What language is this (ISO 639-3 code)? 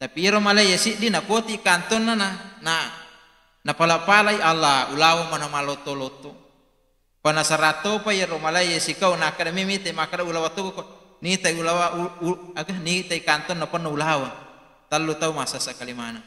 bug